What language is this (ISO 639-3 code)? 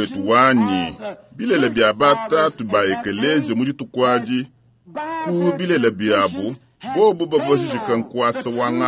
lua